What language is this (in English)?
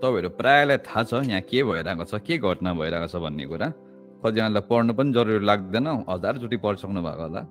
Nepali